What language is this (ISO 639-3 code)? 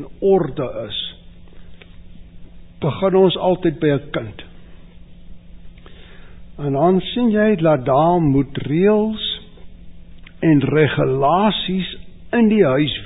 afr